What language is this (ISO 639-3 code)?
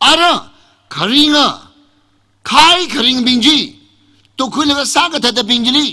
nmf